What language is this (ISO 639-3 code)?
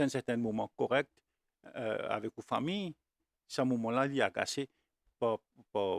mfe